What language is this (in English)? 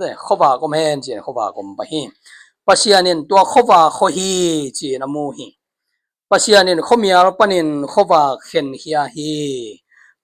Tedim Chin